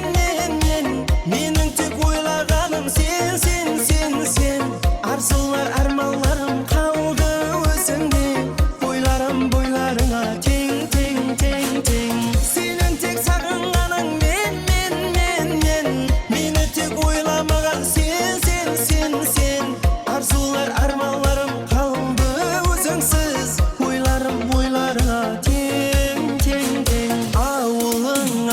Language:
Kara-Kalpak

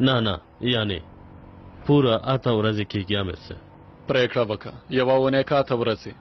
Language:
Pashto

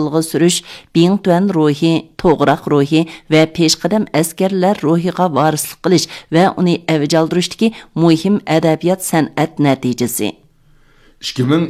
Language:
Uyghur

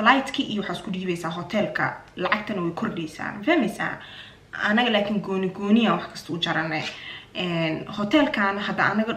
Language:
Somali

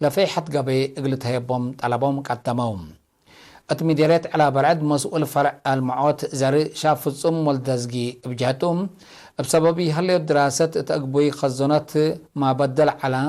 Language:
Tigre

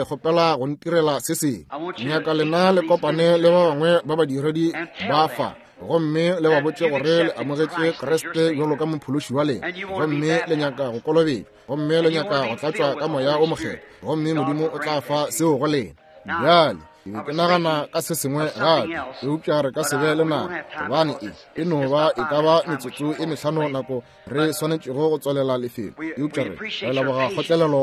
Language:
Northern Sotho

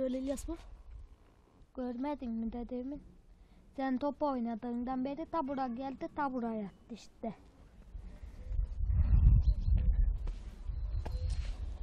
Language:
Turkish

